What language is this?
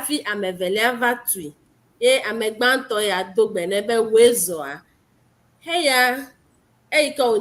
Ewe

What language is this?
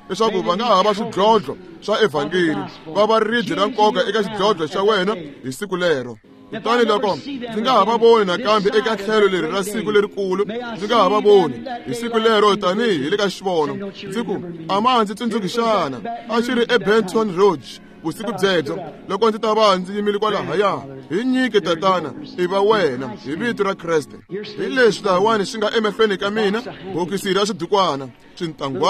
Tsonga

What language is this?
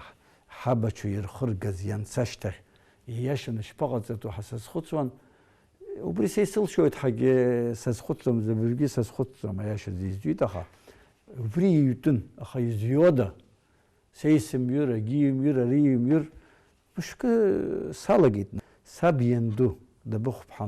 Abkhazian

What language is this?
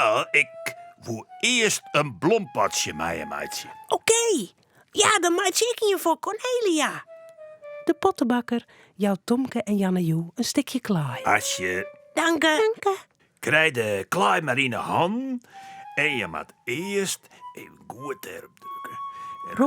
Western Frisian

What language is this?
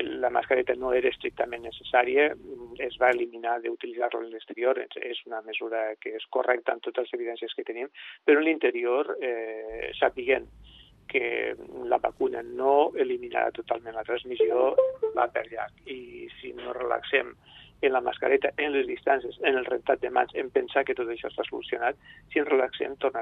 Catalan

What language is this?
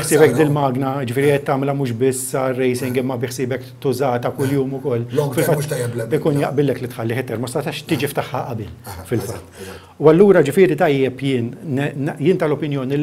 Maltese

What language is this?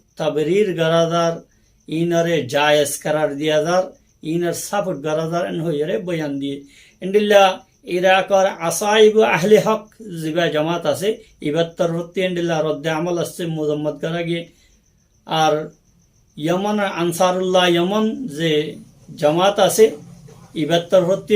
Rohingya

